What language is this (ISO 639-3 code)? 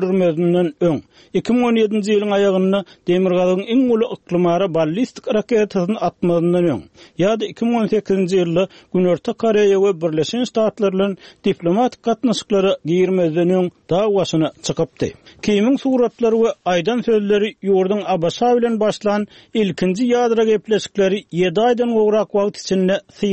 tuk